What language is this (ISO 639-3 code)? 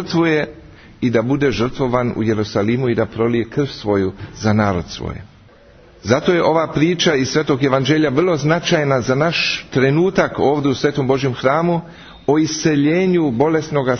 srp